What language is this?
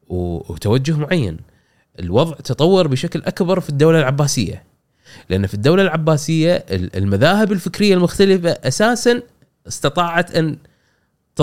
Gulf Arabic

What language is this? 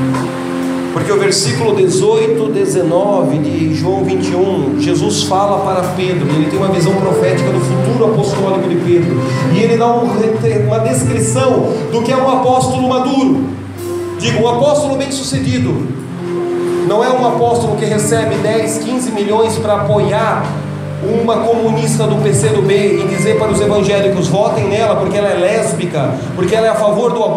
Portuguese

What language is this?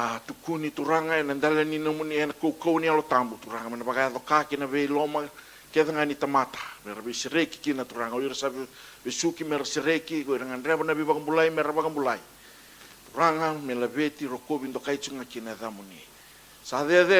Fijian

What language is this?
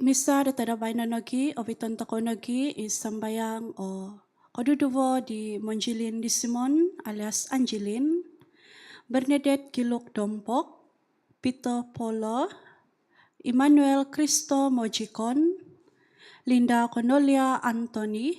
Central Dusun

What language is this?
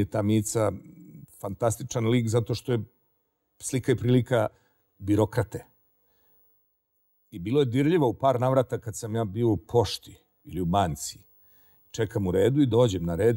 Serbian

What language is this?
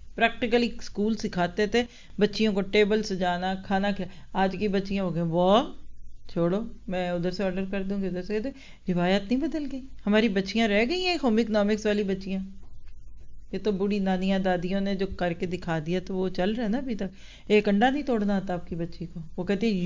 Urdu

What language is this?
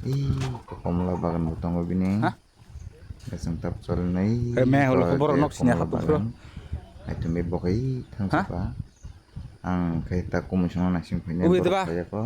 Kok Borok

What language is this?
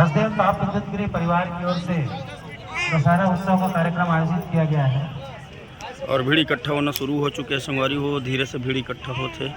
Chhattisgarhi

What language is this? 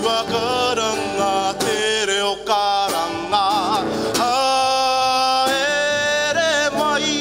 Māori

